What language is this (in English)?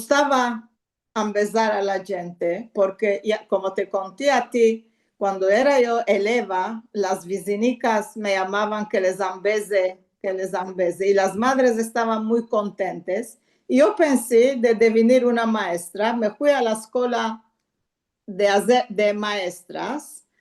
Ladino